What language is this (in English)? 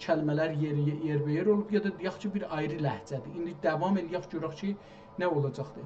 South Azerbaijani